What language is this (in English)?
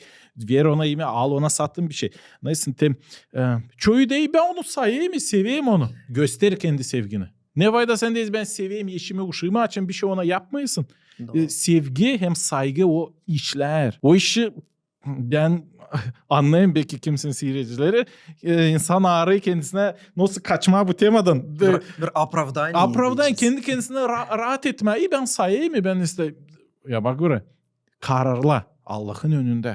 Gagauz